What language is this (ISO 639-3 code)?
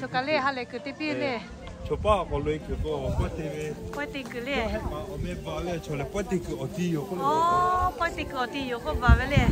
lhu